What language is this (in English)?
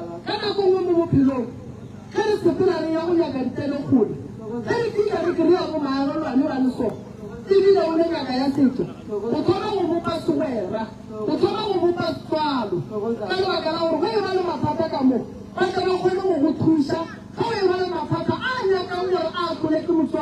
Northern Sotho